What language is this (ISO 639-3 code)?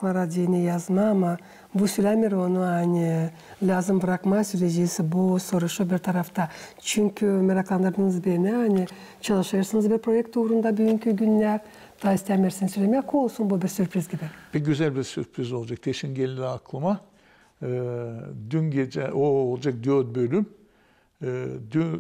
gag